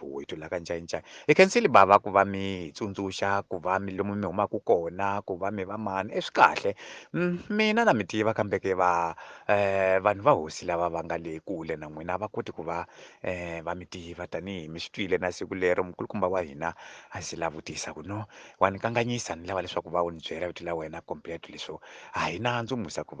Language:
Tsonga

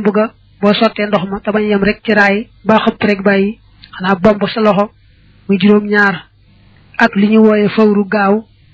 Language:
Wolof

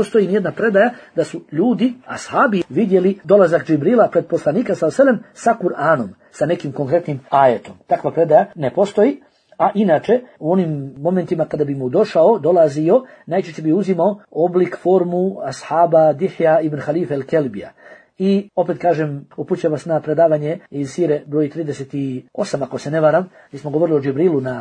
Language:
Bosnian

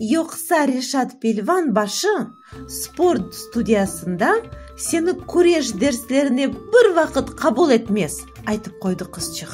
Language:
Crimean Tatar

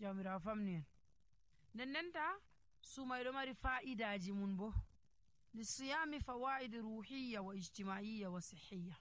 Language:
Nigerian Fulfulde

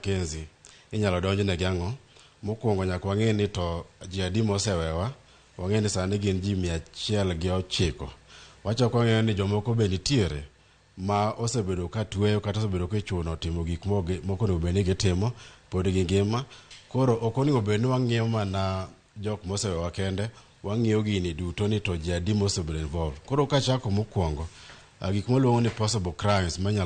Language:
Luo (Kenya and Tanzania)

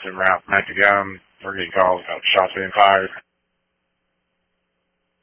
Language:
English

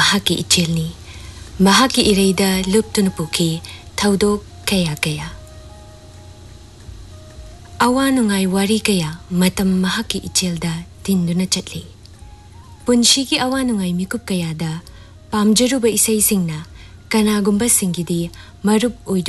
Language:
Manipuri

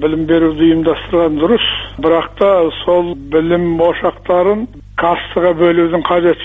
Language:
Kazakh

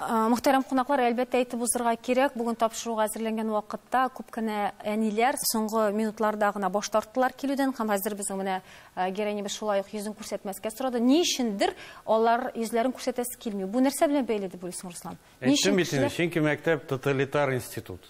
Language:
Tatar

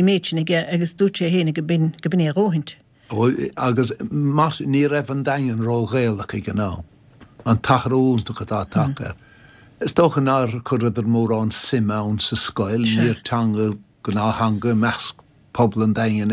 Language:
Irish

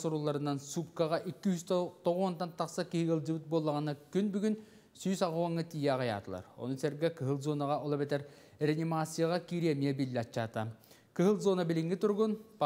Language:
Yakut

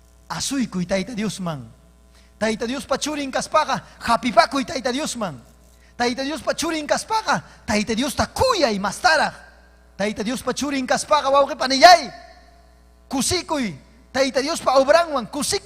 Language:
Ayacucho Quechua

